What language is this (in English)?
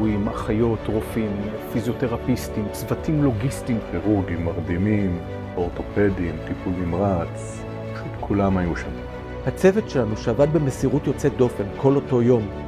Hebrew